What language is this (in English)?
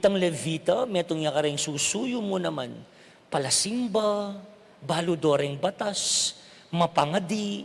Pampanga